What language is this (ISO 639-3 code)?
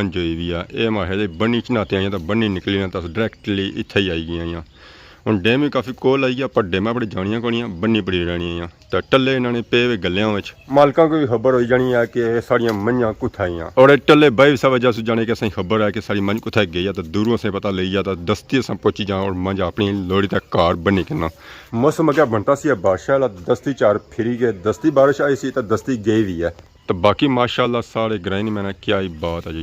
phr